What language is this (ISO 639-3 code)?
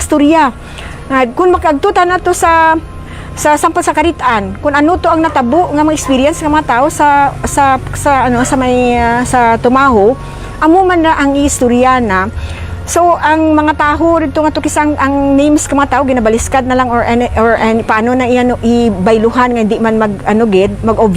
krj